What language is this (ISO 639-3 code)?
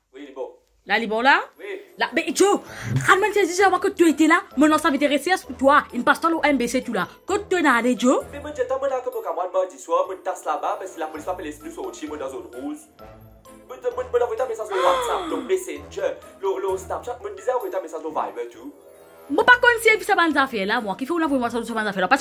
mfe